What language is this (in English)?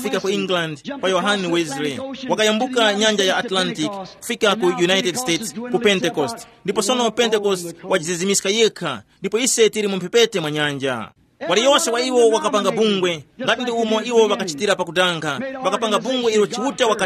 Tumbuka